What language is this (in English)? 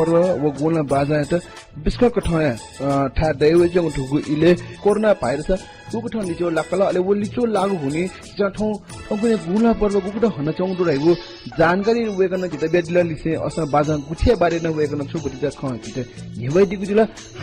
Newari